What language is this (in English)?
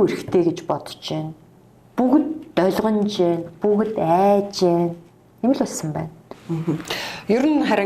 Mongolian